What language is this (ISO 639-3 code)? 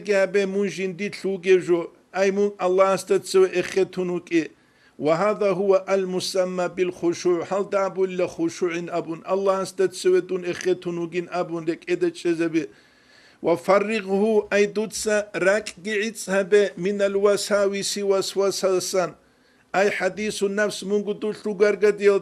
ava